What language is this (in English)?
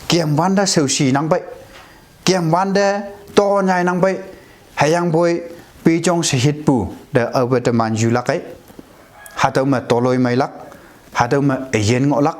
Konyak Naga